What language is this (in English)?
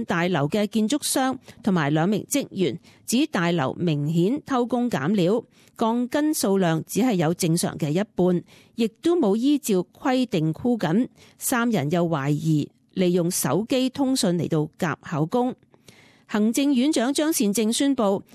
Cantonese